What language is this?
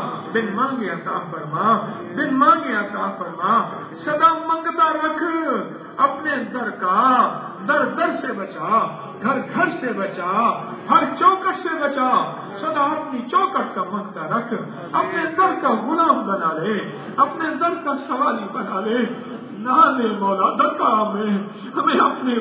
Urdu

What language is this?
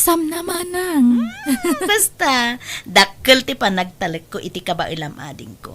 Iloko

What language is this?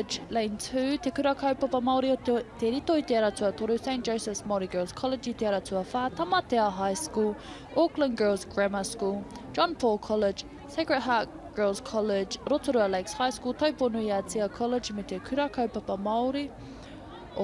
Māori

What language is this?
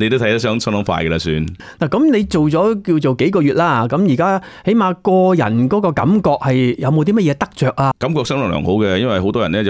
Cantonese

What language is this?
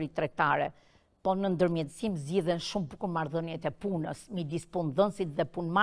Albanian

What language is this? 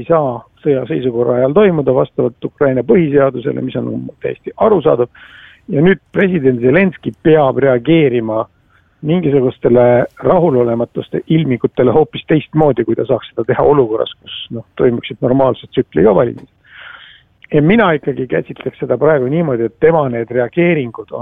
Estonian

